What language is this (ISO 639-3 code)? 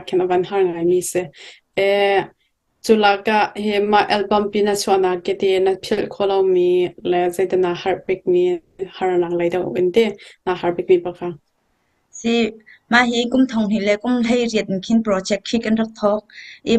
cnh